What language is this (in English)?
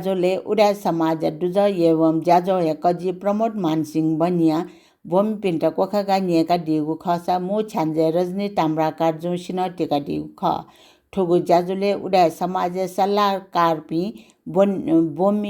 Newari